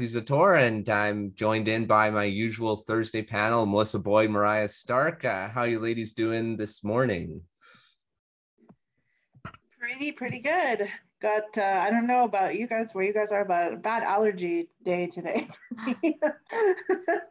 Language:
English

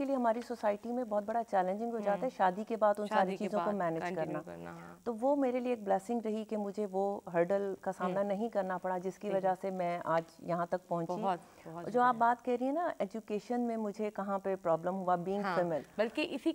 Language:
Urdu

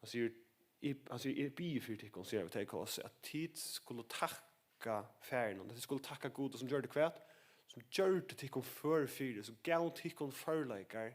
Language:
Faroese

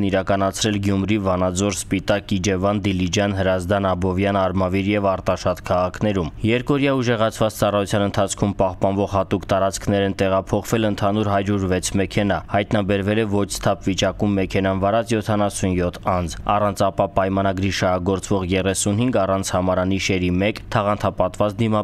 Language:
Armenian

